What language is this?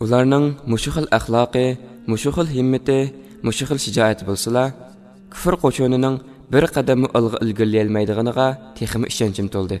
Uyghur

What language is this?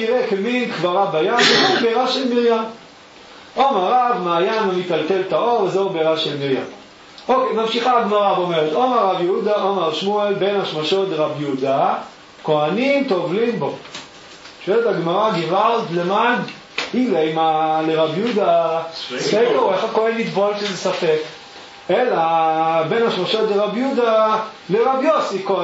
Hebrew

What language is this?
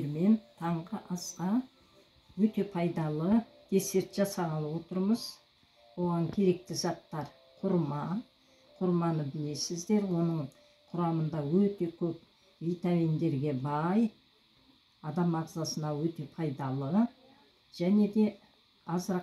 Kazakh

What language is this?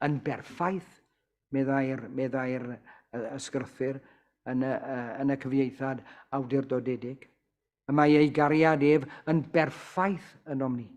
Welsh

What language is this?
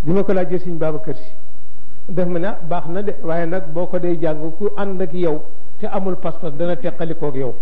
Wolof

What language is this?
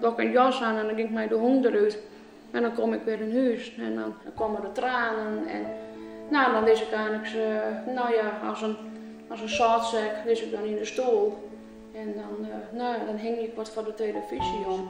Western Frisian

